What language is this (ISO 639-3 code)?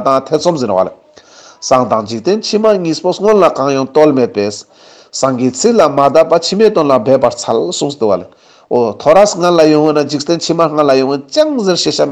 lbj